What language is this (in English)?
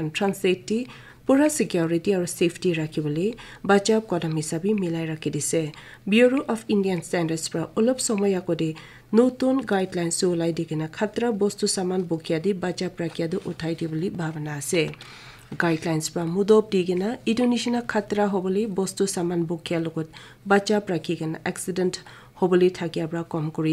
Naga Pidgin